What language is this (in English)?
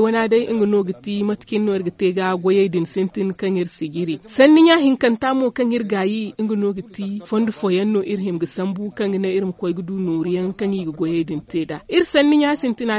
Zarma